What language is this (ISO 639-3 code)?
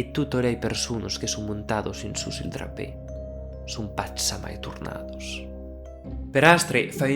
oci